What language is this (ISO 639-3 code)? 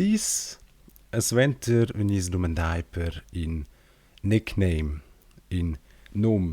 roh